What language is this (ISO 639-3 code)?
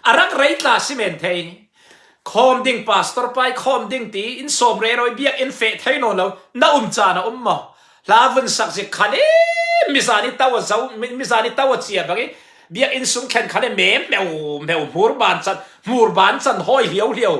cfm